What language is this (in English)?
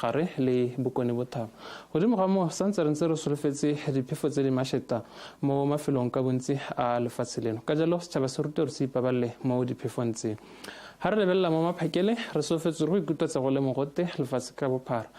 Tswana